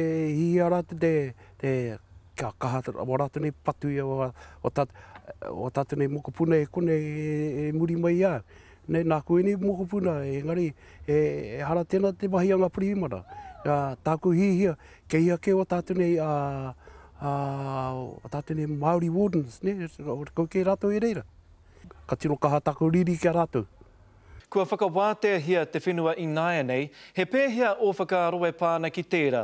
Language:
Māori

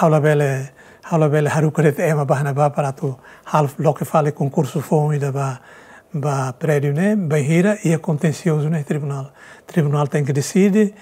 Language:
Tetum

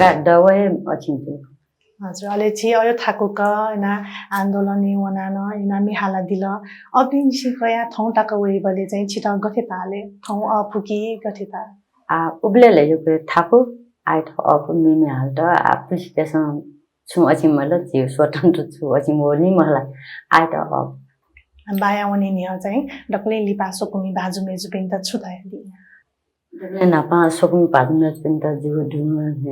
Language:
Newari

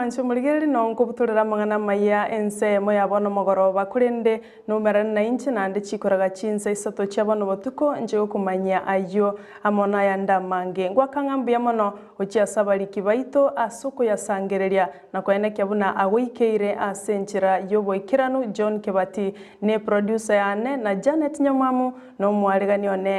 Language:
Gusii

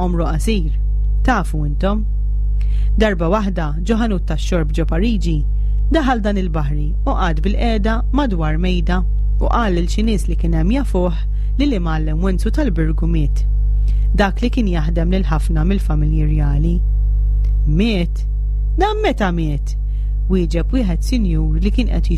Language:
Maltese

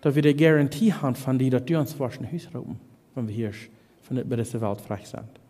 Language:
Plautdietsch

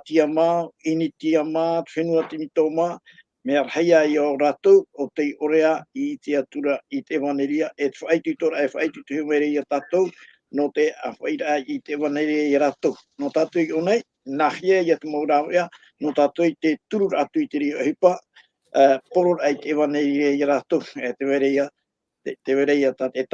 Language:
Tahitian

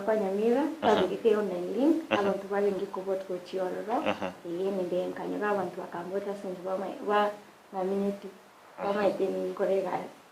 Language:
Gusii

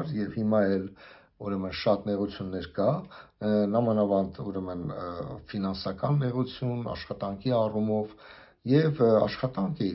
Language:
Armenian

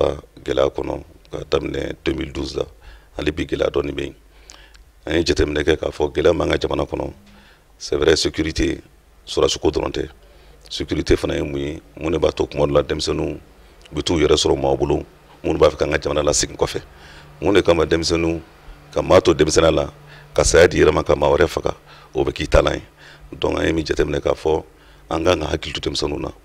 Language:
Bambara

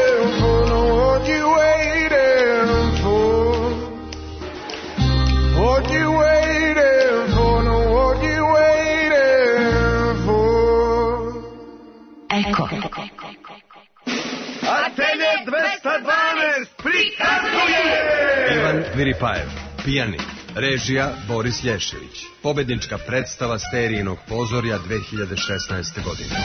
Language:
Serbian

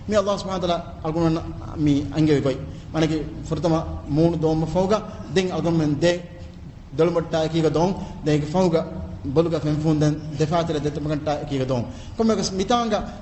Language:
Divehi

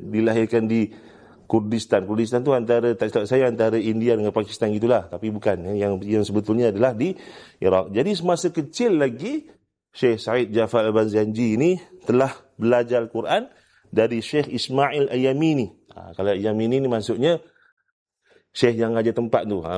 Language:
Malay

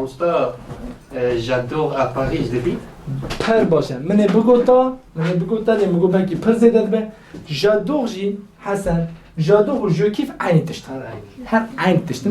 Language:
Kurdish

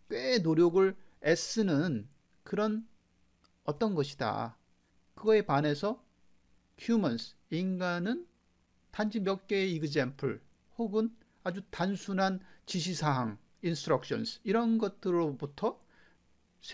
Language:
Korean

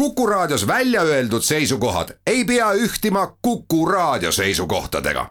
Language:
Estonian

